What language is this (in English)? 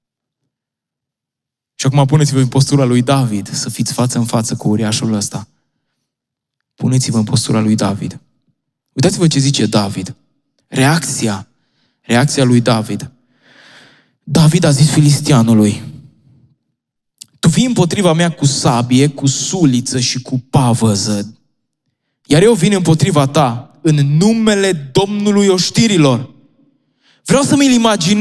Romanian